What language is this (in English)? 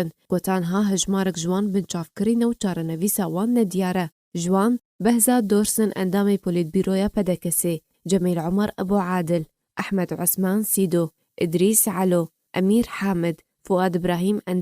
Kurdish